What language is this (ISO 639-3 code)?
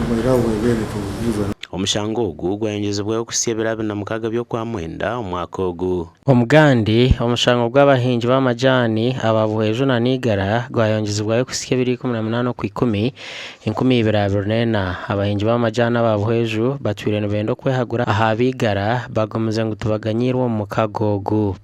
nyn